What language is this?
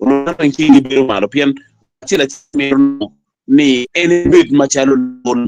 Acoli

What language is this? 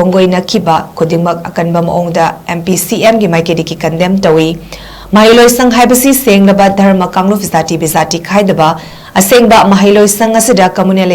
Manipuri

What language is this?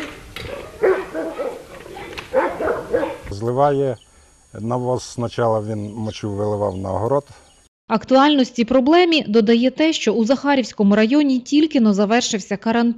Ukrainian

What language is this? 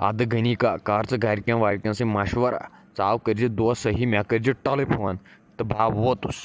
Kashmiri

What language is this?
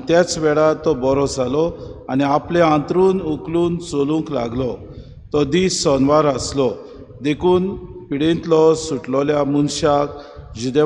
Konkani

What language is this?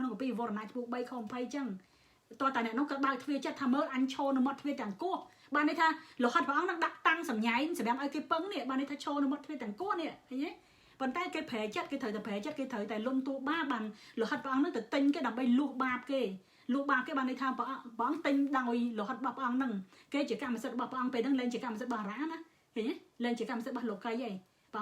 Khmer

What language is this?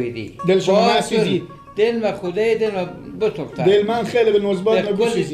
Persian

